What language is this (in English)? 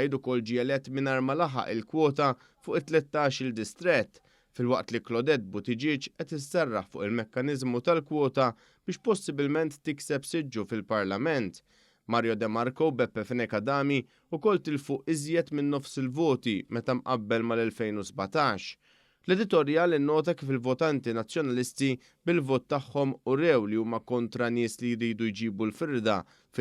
Maltese